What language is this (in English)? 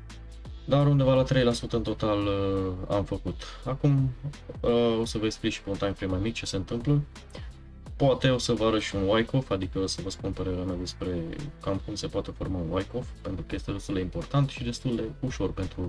Romanian